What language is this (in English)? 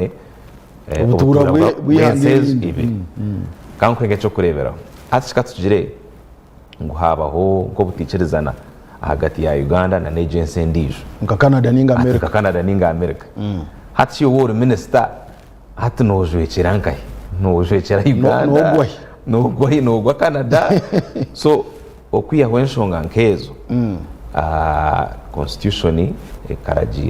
Nyankole